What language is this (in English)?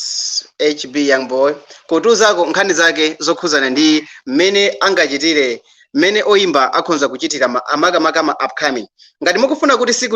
Nyanja